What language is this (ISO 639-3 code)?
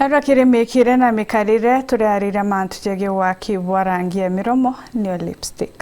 mer